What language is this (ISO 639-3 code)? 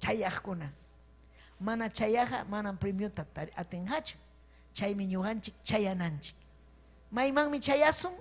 quy